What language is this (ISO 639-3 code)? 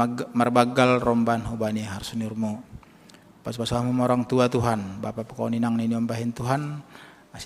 bts